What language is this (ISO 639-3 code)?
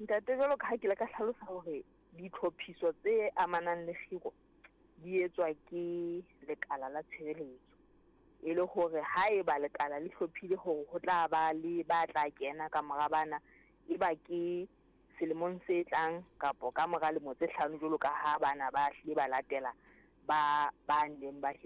sot